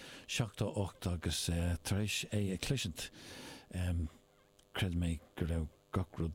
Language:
Irish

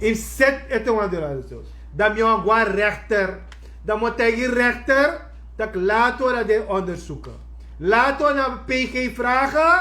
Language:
Sranan Tongo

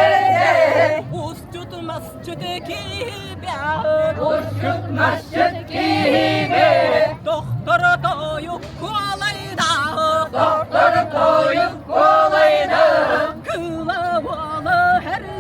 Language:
Yakut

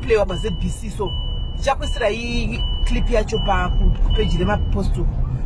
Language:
Shona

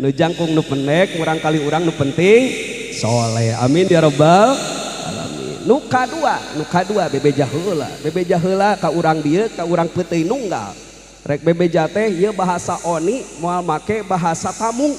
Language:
Sundanese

